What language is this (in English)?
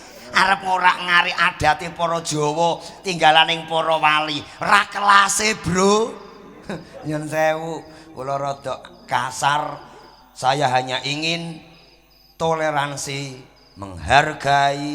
Javanese